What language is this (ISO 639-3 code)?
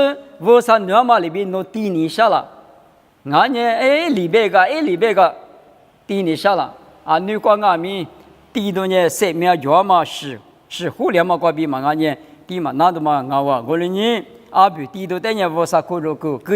lis